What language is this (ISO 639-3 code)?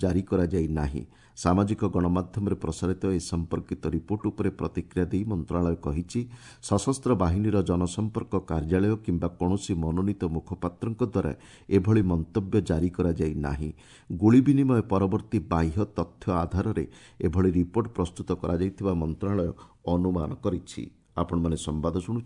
ori